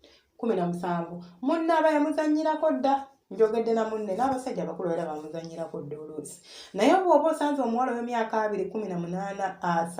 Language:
Ganda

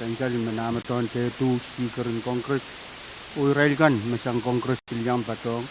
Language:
Pohnpeian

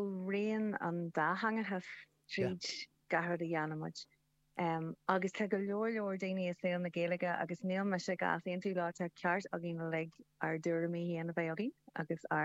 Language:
Irish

